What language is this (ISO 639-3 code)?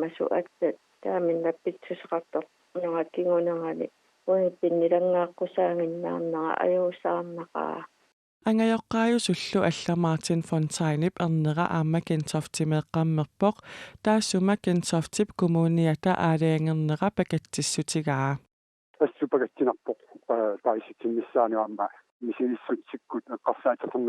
kal